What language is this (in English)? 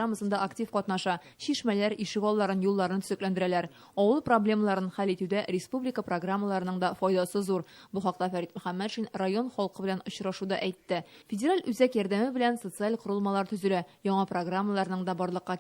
Tatar